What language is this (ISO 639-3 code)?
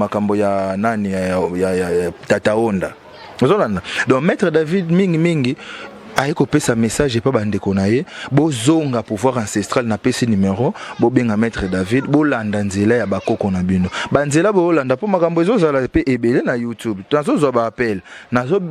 lin